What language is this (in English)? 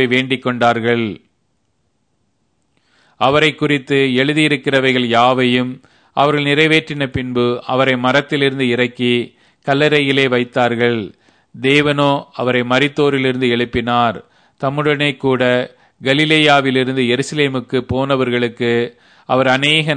Tamil